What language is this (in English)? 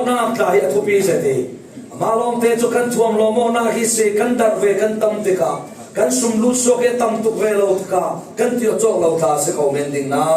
Falam Chin